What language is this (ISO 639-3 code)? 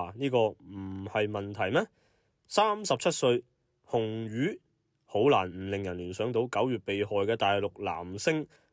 yue